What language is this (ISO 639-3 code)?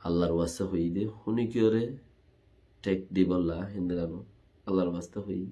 rhg